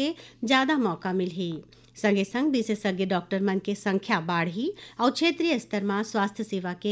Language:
Chhattisgarhi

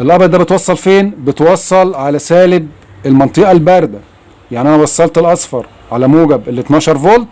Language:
Egyptian Arabic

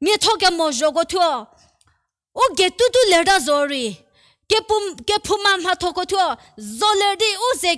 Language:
Angami Naga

